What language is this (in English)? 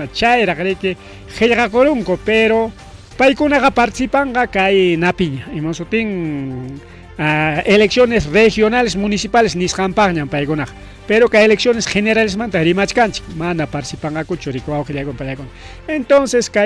Ayacucho Quechua